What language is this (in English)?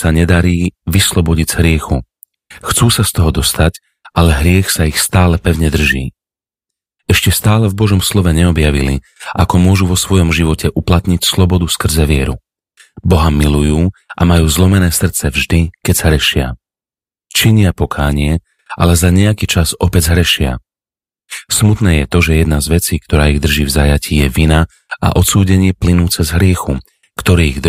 Slovak